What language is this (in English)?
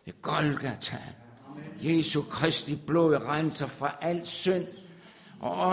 Danish